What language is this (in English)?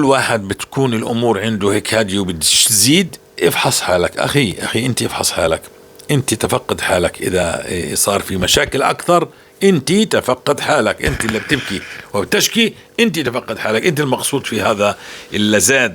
North Levantine Arabic